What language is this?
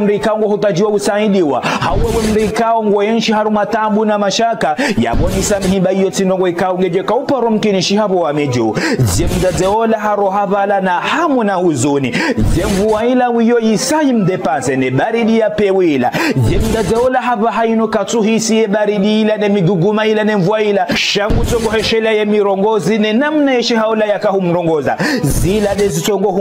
Ngazidja Comorian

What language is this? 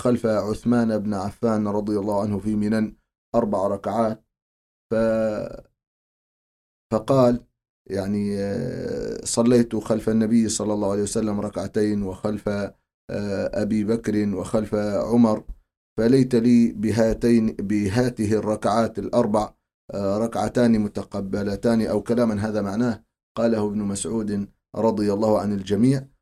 Arabic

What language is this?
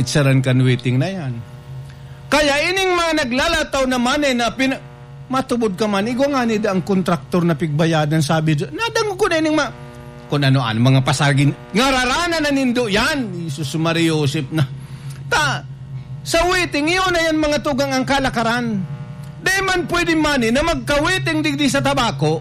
Bikol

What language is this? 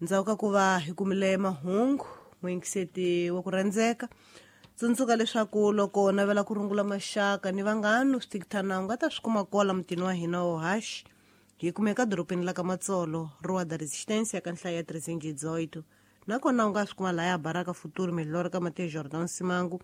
Tsonga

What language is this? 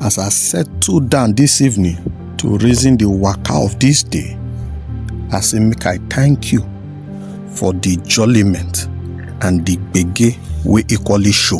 Nigerian Pidgin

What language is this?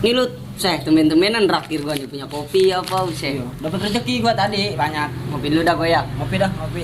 Betawi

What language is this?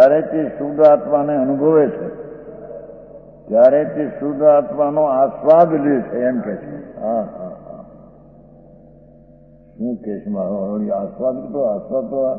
Gujarati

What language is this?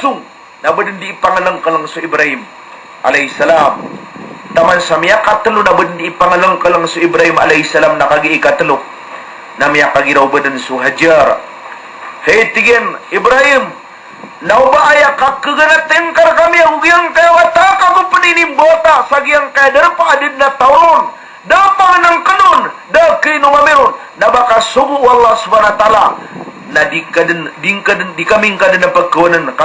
Maranao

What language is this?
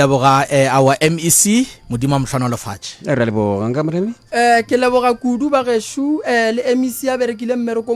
Northern Sotho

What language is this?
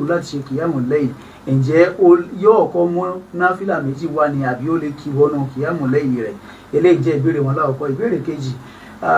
Yoruba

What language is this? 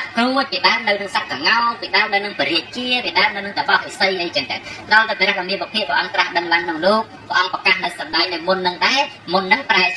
Khmer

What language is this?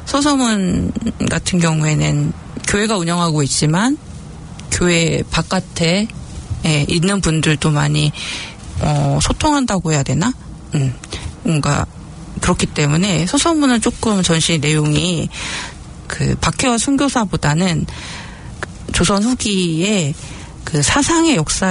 Korean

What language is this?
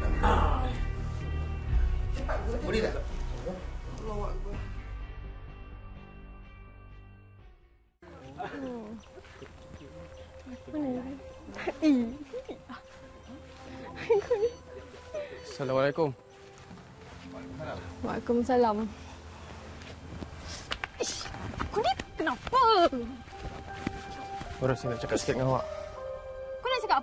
Malay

